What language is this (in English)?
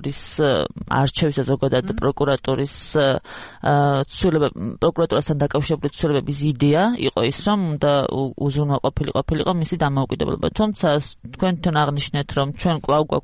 Georgian